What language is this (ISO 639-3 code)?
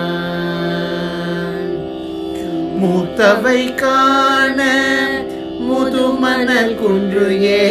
tam